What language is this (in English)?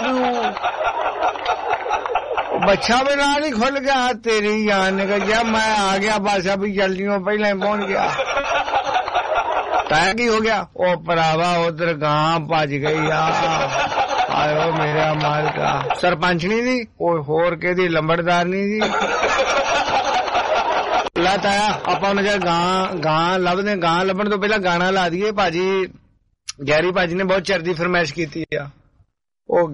Punjabi